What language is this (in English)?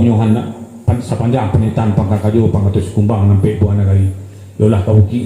Minangkabau